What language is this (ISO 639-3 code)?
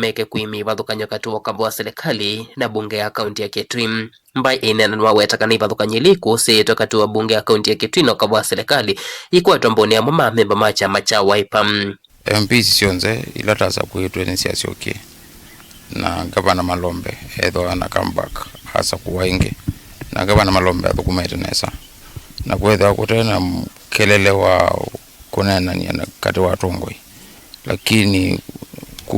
kam